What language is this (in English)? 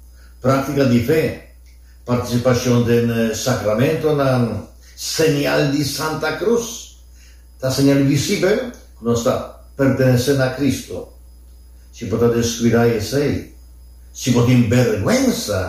Papiamento